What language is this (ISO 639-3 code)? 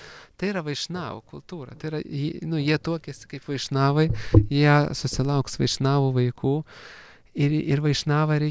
lit